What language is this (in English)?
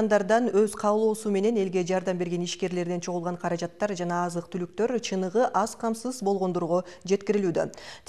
Kyrgyz